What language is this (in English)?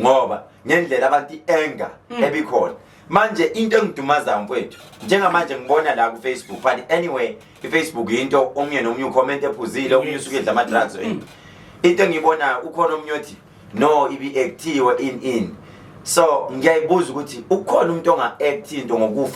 Zulu